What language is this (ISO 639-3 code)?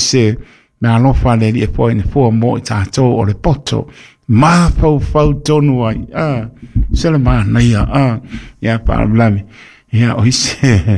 smo